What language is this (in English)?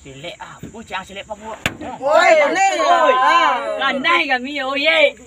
Minangkabau